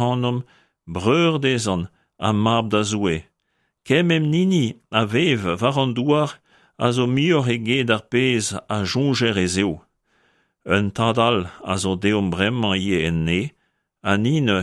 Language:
Breton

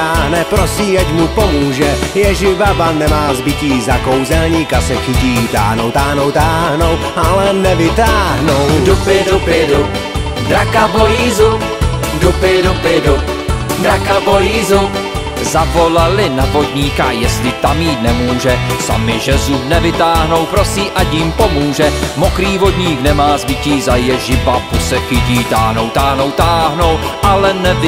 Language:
Czech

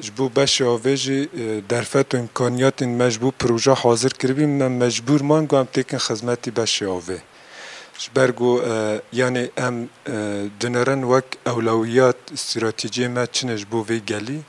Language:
Kurdish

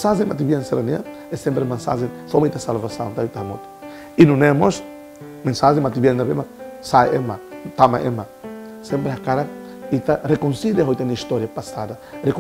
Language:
Tetum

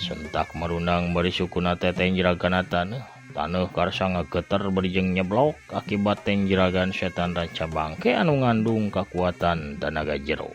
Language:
Sundanese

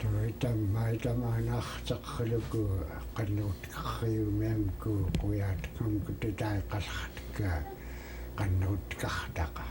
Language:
Central Yupik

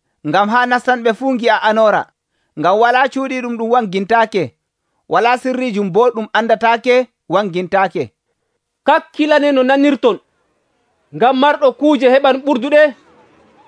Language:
Nigerian Fulfulde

